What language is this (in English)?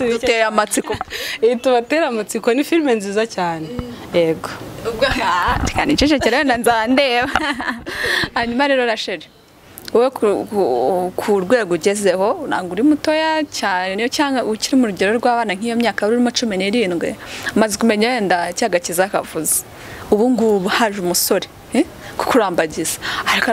Kinyarwanda